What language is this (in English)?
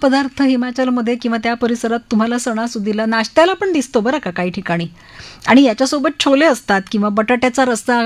Marathi